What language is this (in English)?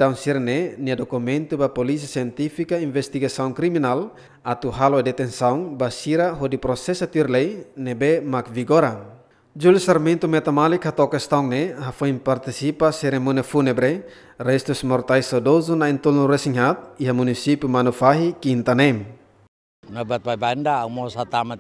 Tetum